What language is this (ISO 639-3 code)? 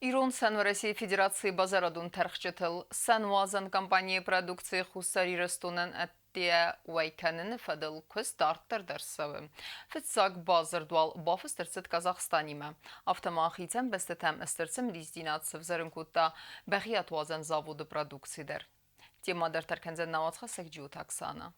oss